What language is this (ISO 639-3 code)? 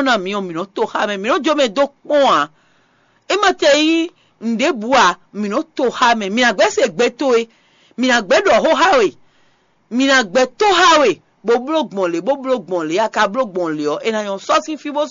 fon